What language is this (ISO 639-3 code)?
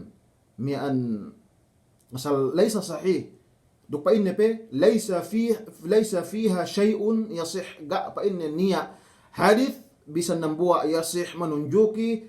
yka